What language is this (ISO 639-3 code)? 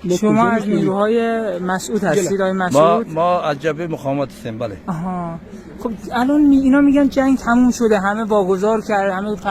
fas